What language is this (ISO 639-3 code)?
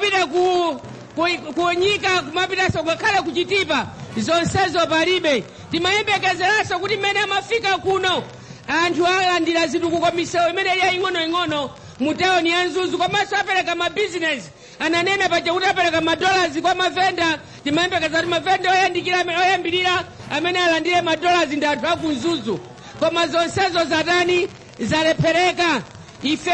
nya